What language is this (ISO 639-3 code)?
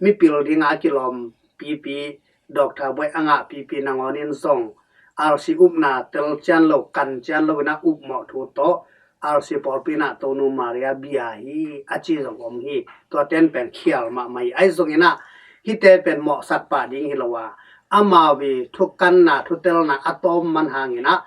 ctd